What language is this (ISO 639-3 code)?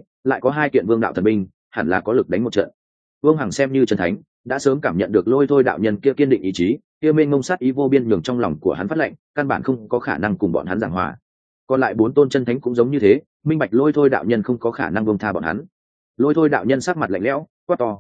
vie